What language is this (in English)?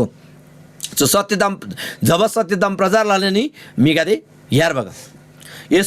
Eastern Tamang